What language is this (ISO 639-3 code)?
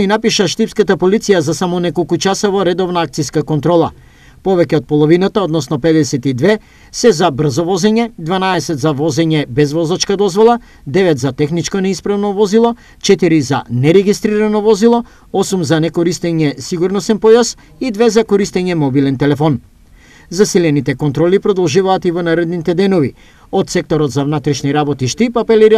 mkd